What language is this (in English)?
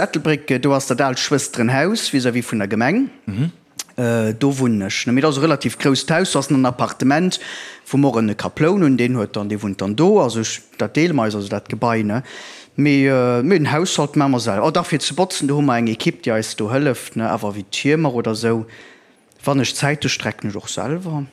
Luxembourgish